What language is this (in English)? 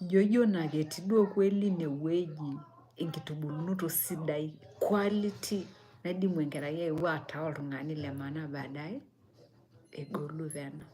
Masai